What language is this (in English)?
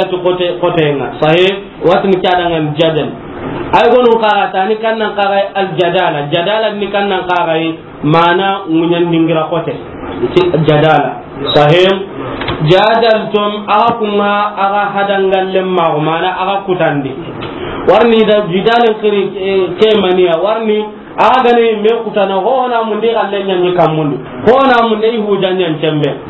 Soninke